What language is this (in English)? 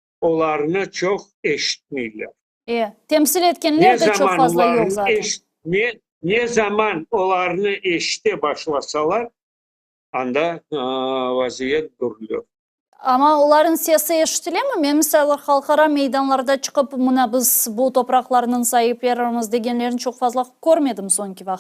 Crimean Tatar